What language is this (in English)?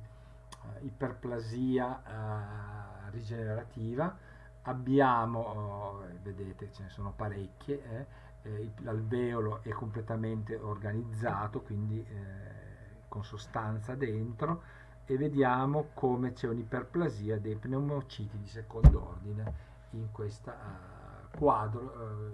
Italian